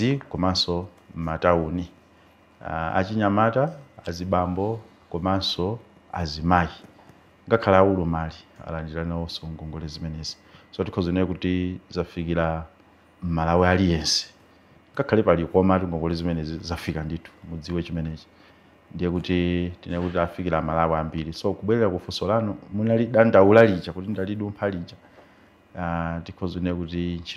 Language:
Nyanja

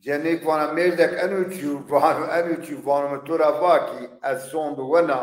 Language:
Zaza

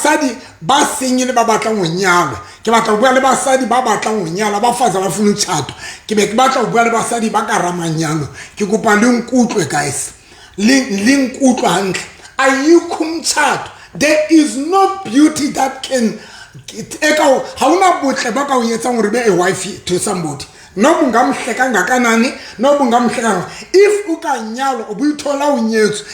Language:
Southern Sotho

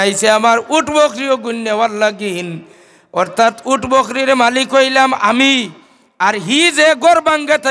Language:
Sylheti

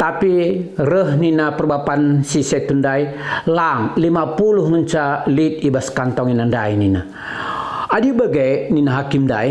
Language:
Batak Karo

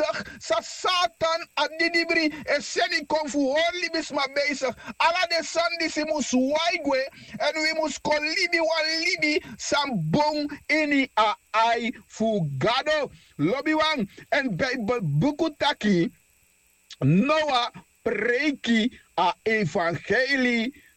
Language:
Sranan Tongo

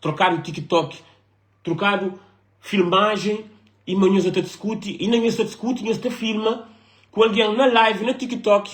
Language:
Kabuverdianu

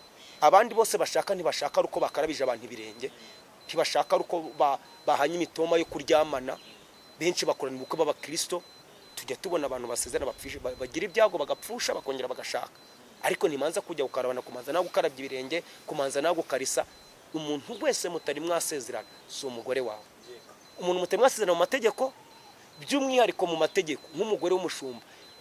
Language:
Kinyarwanda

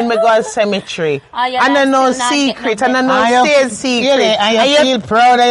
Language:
Jamaican Creole English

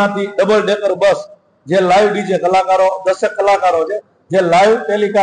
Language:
Gujarati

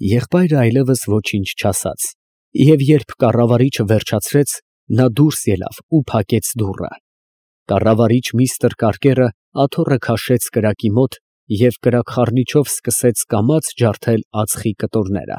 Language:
Armenian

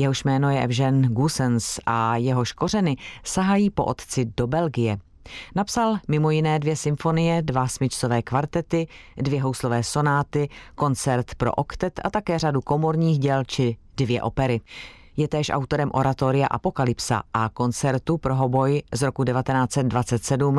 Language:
Czech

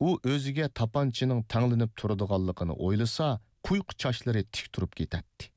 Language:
Uyghur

